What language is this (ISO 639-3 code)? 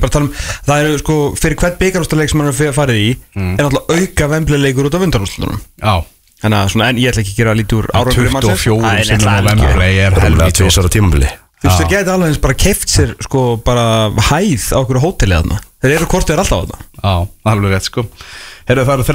isl